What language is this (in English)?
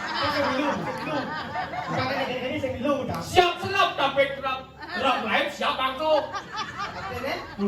Balinese